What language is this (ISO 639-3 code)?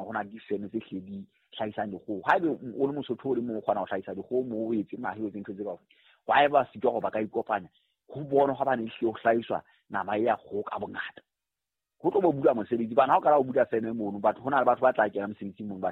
sot